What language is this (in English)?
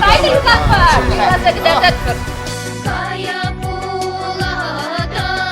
Chuvash